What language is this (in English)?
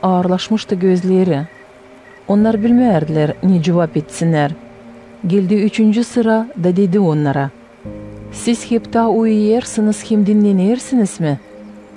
Gagauz